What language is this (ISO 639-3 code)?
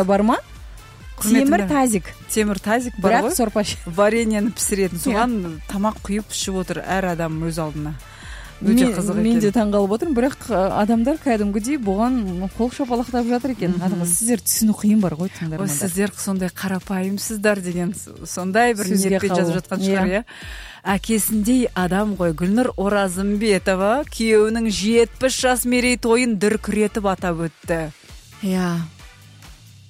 kaz